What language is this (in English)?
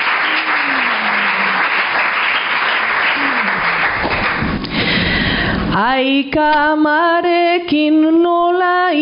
Basque